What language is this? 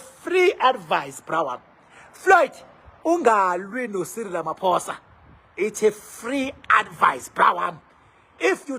Zulu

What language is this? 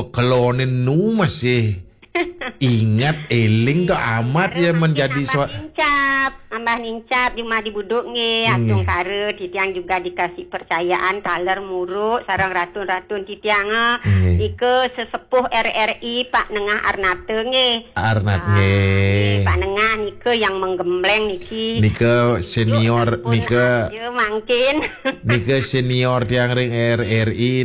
Balinese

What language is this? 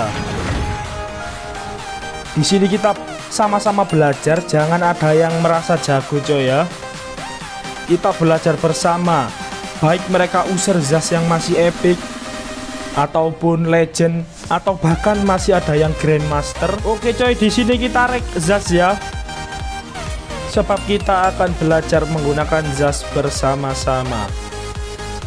Indonesian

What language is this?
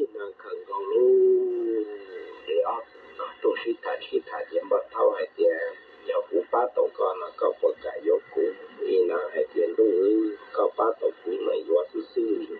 Hmong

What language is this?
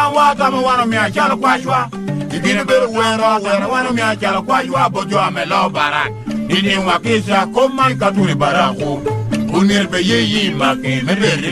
Lango (Uganda)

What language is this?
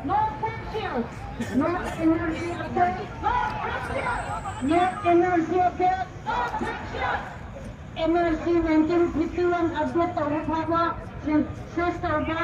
Manipuri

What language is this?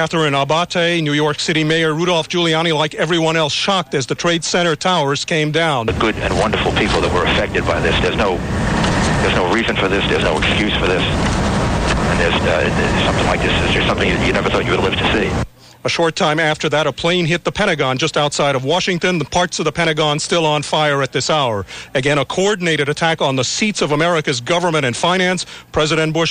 English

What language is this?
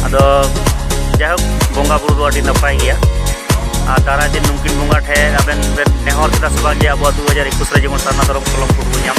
Santali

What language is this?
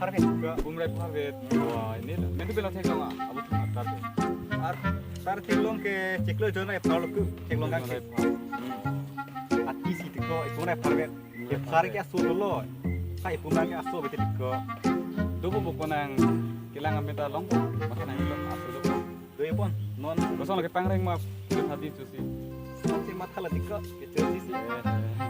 Karbi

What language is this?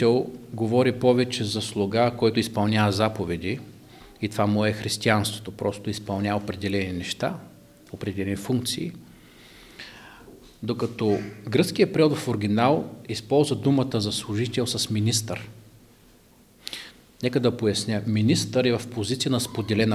Bulgarian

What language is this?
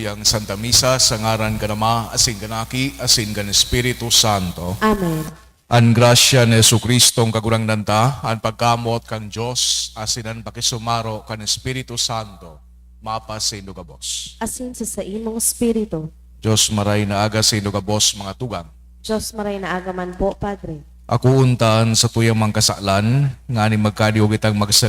Bikol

